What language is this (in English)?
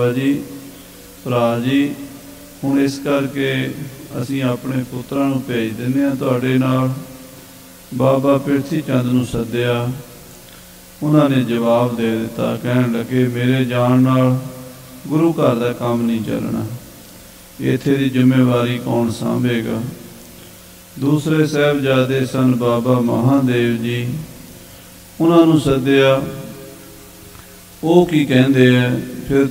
Punjabi